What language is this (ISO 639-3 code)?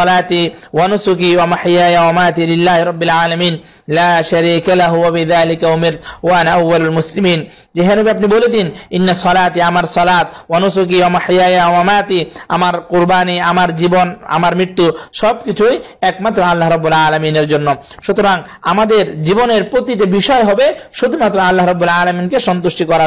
ben